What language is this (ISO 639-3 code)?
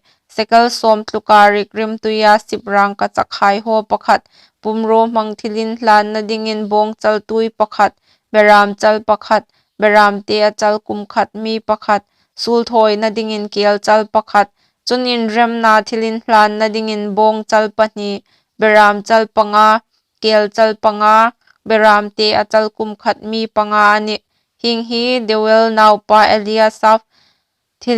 hmr